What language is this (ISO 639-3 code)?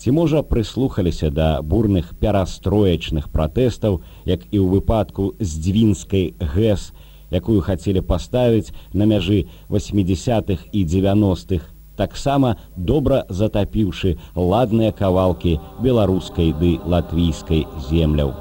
bel